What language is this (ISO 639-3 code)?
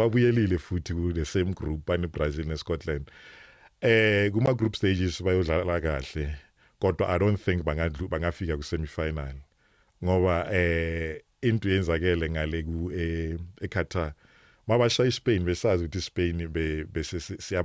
zul